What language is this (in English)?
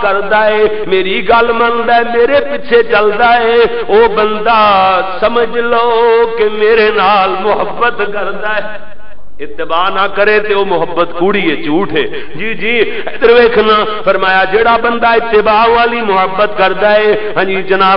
Western Panjabi